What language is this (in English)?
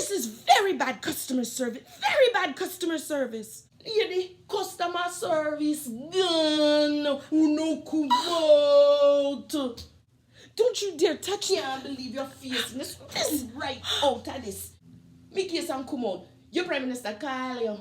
Jamaican Creole English